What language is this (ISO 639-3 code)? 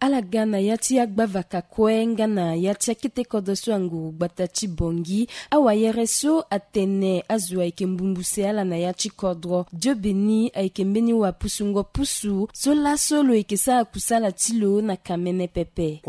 sag